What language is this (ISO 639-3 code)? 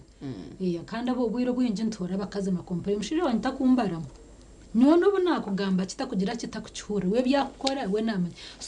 nyn